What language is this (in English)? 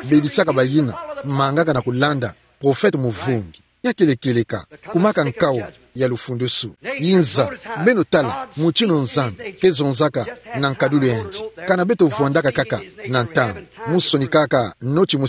Kituba (Democratic Republic of Congo)